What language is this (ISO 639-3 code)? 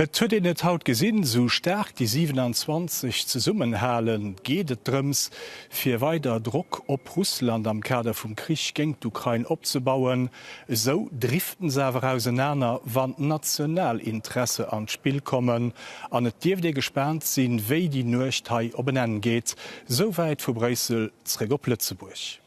ltz